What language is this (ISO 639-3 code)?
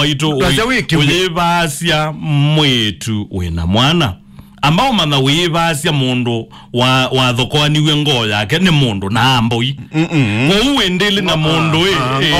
kam